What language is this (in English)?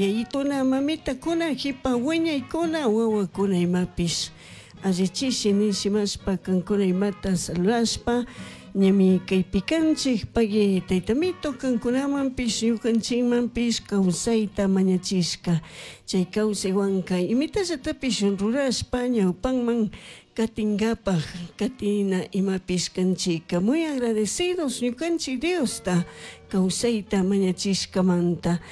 Chimborazo Highland Quichua